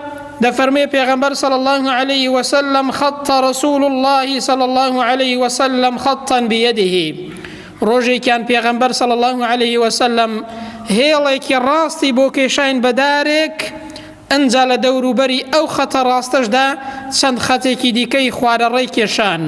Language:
Central Kurdish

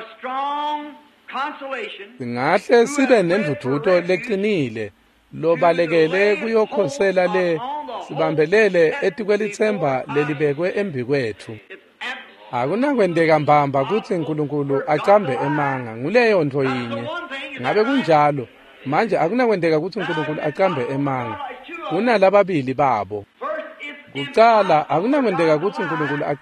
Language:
Swati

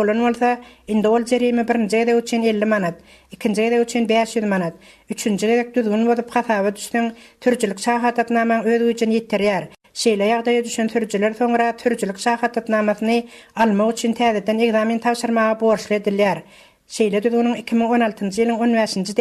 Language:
Turkmen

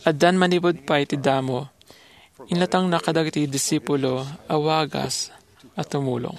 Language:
Iloko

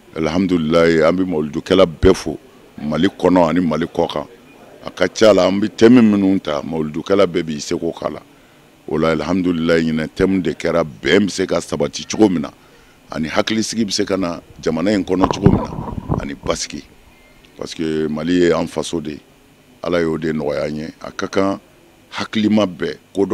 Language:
Bambara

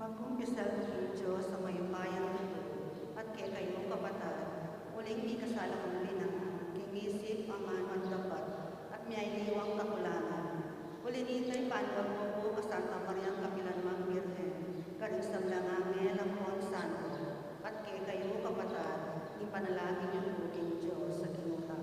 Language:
Pampanga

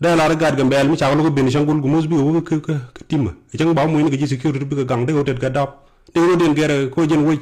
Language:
Nuer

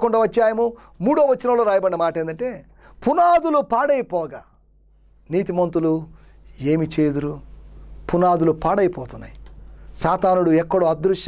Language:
Telugu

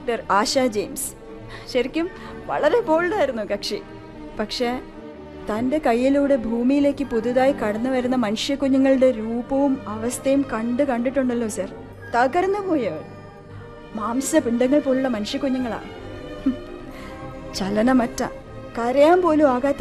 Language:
Malayalam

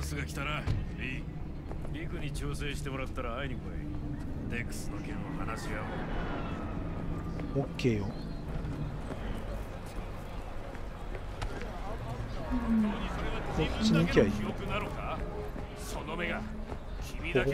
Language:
Japanese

